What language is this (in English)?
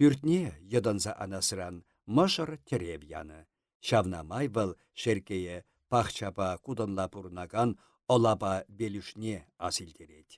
Chuvash